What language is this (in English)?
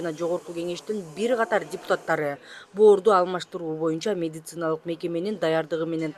Kyrgyz